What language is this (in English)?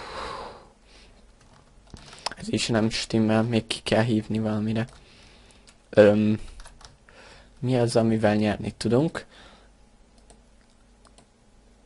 Hungarian